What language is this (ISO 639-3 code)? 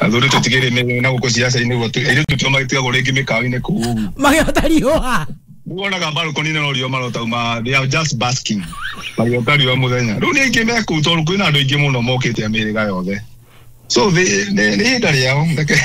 kik